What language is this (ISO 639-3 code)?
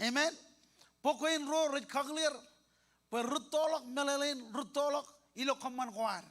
mah